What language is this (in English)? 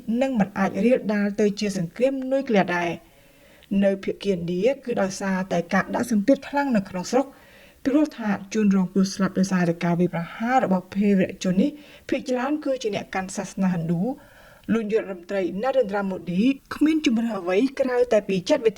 Khmer